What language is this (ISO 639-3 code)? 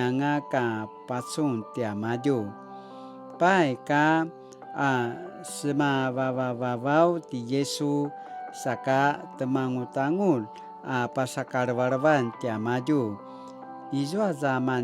pwn